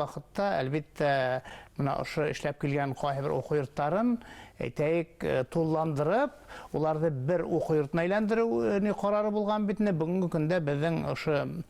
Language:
Bashkir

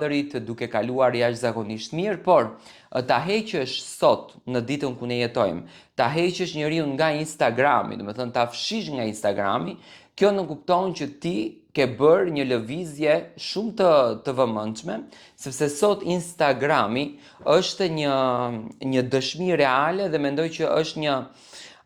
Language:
Albanian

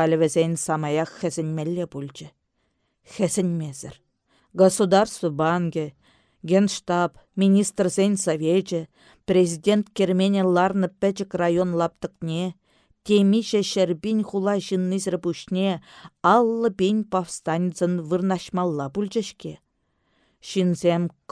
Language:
Chuvash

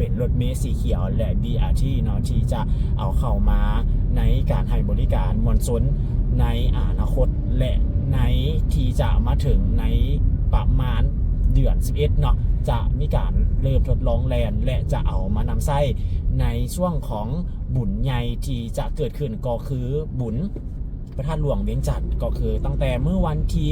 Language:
Lao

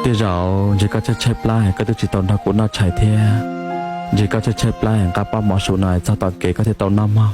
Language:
Hmong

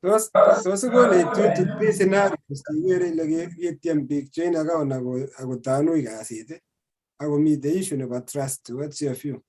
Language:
Kalenjin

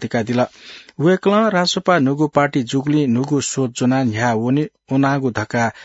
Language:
Newari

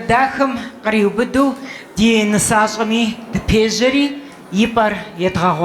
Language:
Kabardian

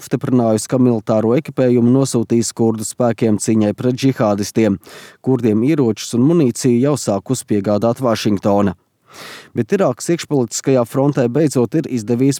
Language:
Latvian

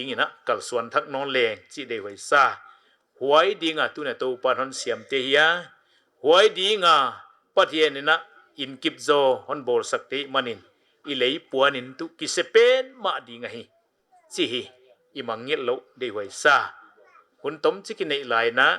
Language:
Paite Chin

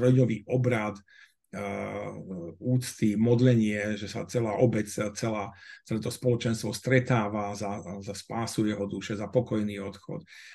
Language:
Slovak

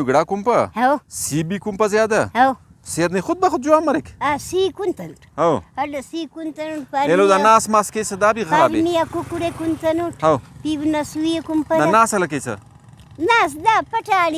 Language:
Brahui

